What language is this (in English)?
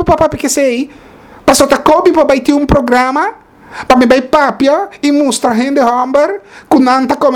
Papiamento